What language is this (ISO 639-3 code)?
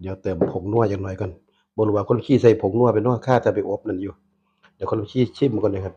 tts